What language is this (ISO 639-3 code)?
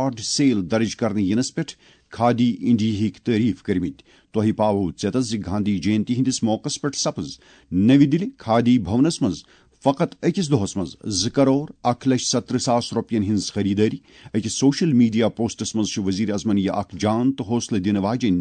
kas